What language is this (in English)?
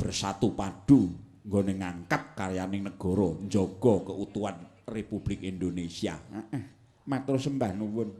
Javanese